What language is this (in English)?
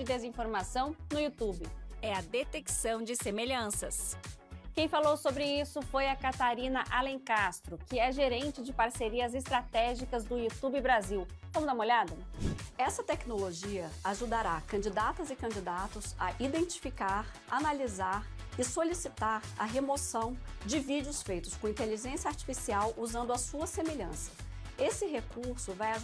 Portuguese